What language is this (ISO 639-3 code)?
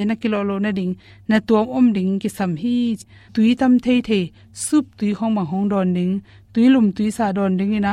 ctd